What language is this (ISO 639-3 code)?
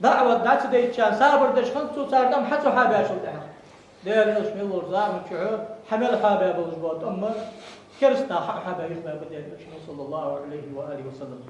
inh